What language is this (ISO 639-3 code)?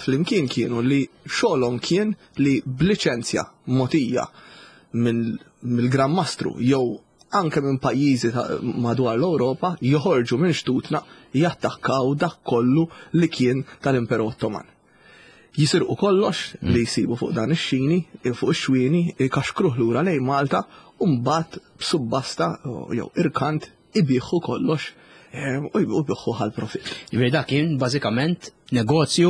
mlt